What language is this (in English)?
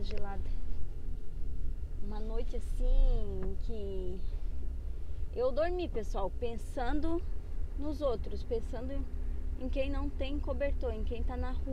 Portuguese